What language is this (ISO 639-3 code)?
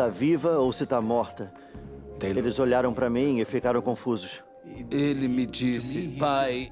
por